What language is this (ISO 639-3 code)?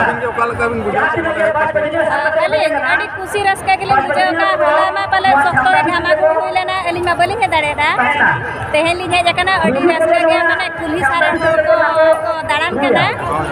sat